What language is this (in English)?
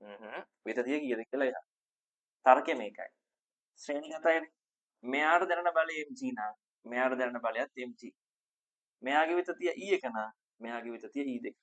Sinhala